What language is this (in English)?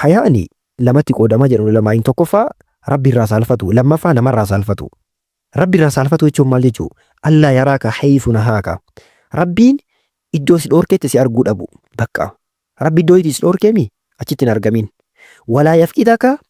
Oromo